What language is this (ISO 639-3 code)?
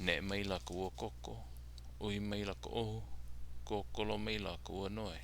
haw